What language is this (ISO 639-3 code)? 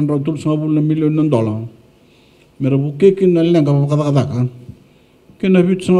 fij